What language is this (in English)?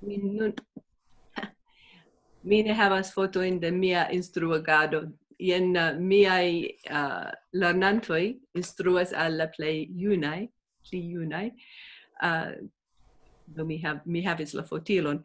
Esperanto